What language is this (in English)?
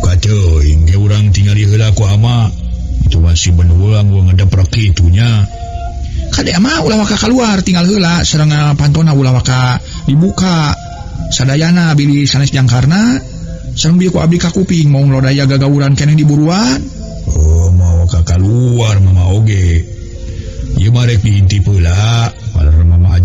Sundanese